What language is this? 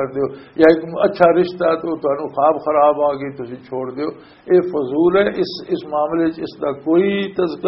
Western Panjabi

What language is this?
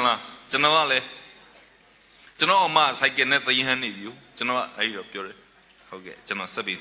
Burmese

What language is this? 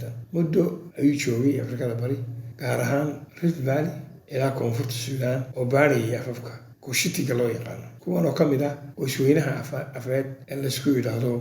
Somali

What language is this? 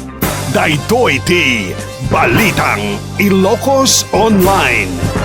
Iloko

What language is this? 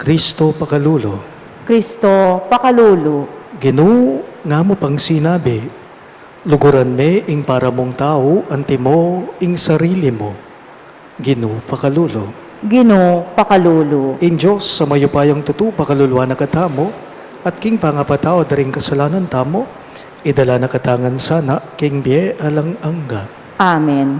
Pampanga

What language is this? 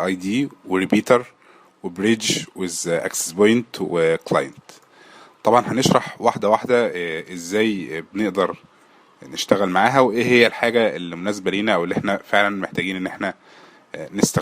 Egyptian Arabic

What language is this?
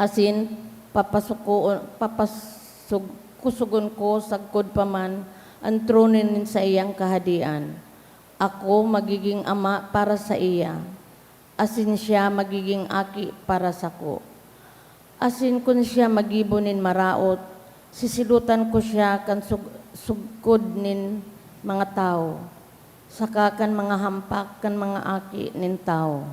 Bikol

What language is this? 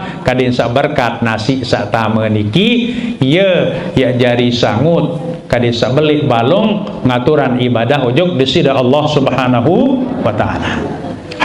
Sasak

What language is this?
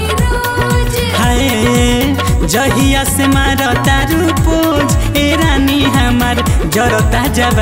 Bhojpuri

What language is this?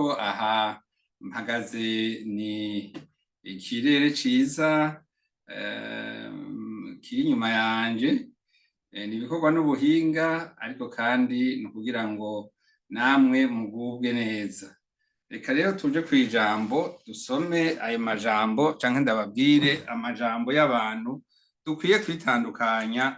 Rundi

